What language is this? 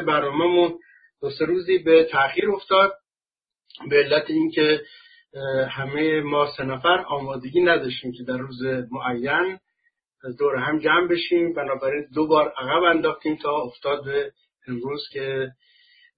Persian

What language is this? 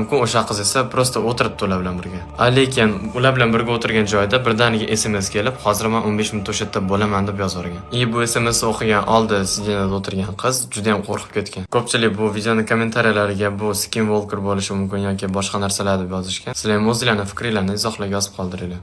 Uzbek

